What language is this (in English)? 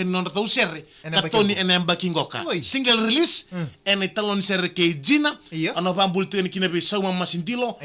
Fijian